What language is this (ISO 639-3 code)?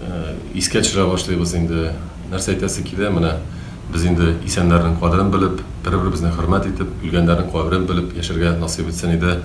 tat